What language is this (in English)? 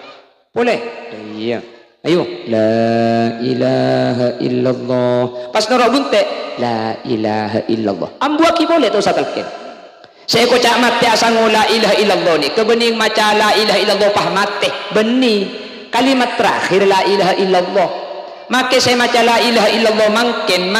Madurese